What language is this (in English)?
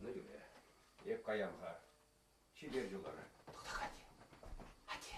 Chuvash